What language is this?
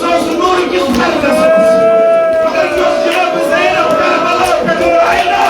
Kashmiri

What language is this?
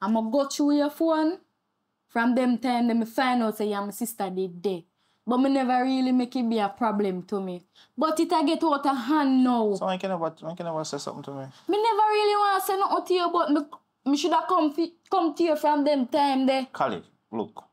Jamaican Creole English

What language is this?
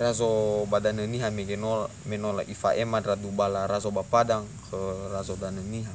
Nias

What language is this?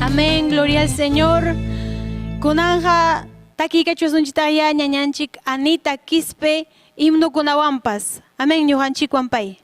Ayacucho Quechua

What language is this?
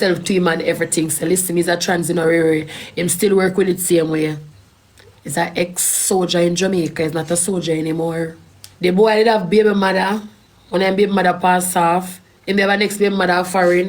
Jamaican Creole English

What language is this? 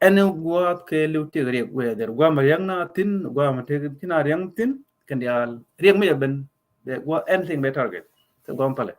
Nuer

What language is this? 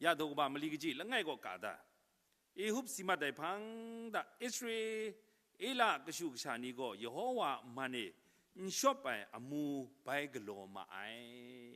Kachin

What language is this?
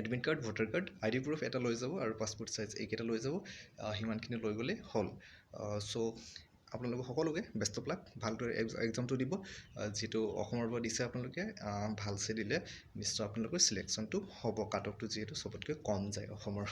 Assamese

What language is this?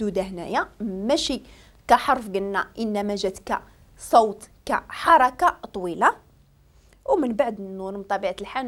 Moroccan Arabic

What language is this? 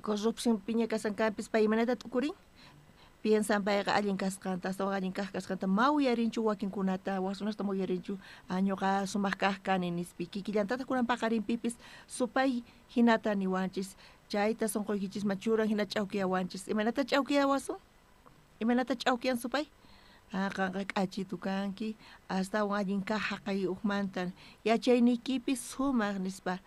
South Bolivian Quechua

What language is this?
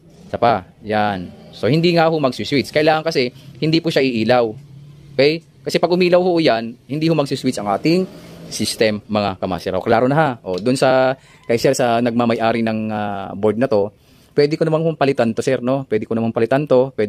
Filipino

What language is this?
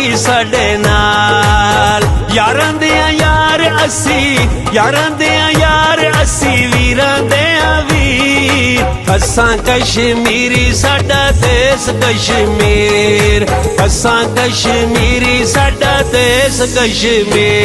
Pahari-Potwari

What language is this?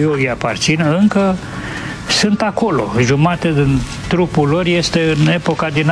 Romanian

